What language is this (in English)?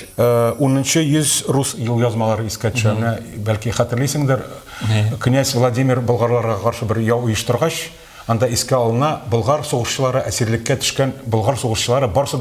Tatar